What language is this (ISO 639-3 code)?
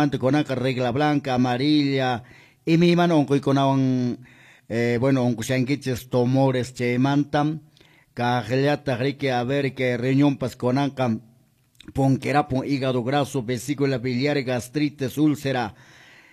que